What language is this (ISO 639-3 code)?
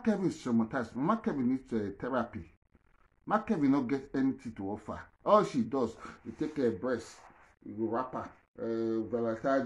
pcm